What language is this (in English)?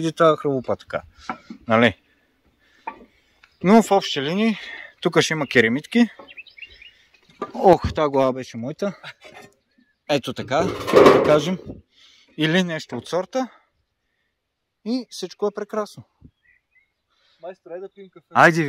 Bulgarian